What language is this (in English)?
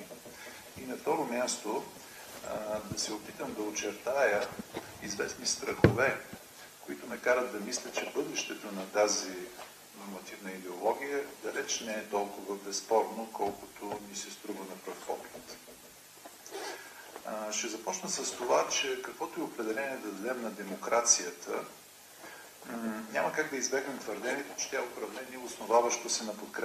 Bulgarian